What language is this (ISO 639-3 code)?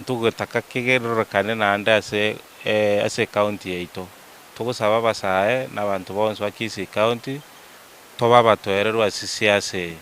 guz